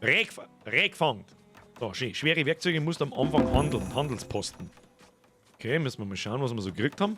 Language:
Bavarian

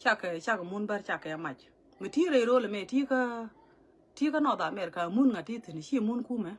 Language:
Nuer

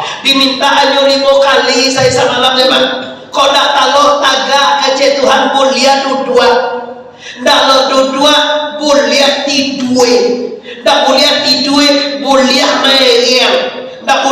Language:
Minangkabau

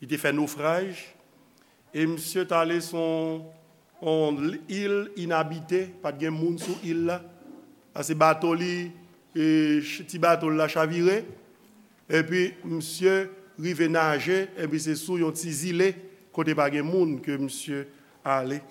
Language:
Haitian Creole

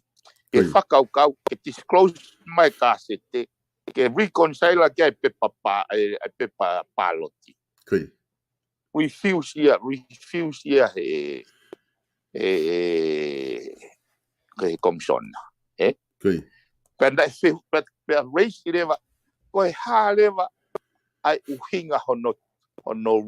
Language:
Tongan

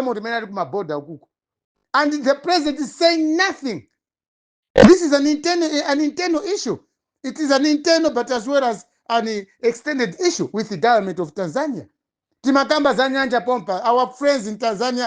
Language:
Nyanja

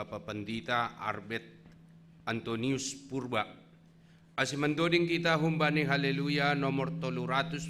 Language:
Batak Simalungun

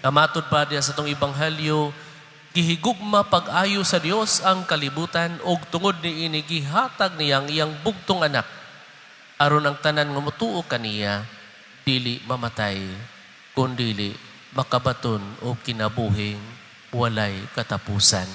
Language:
Cebuano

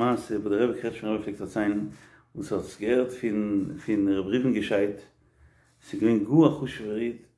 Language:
Yiddish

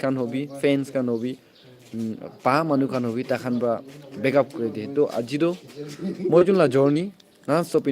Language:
Naga Pidgin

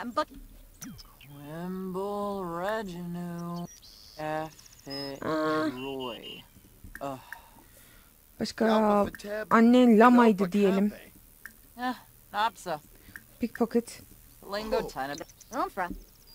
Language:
Turkish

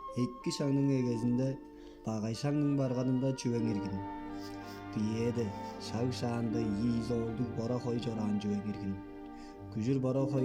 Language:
Tuvinian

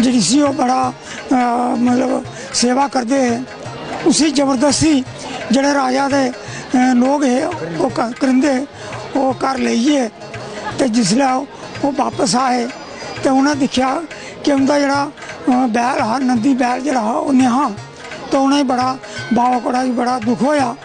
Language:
Dogri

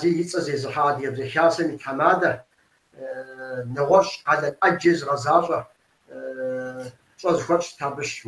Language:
Kabardian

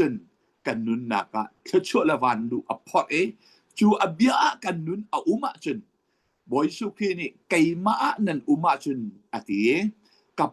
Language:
Hakha Chin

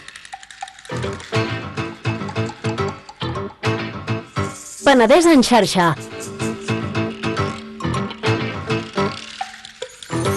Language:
Catalan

